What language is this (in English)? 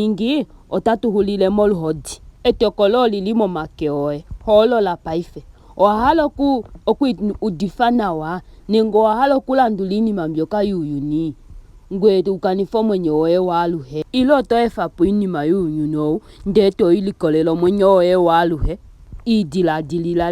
Ndonga